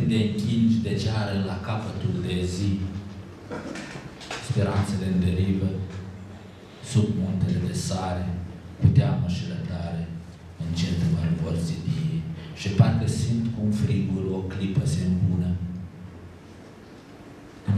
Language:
Romanian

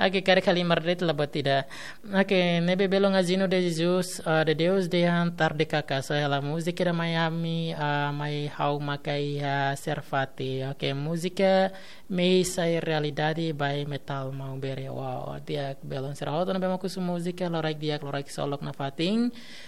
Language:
Tetum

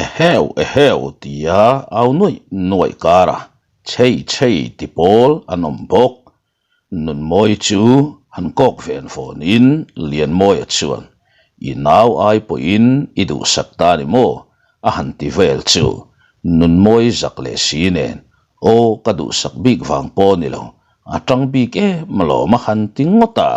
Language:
Mizo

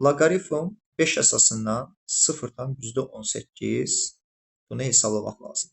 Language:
Azerbaijani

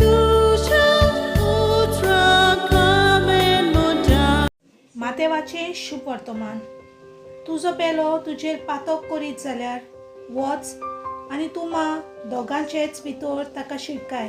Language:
Konkani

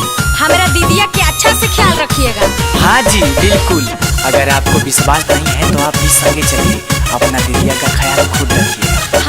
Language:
Magahi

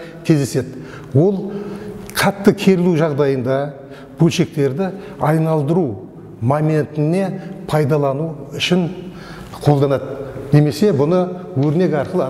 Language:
Kazakh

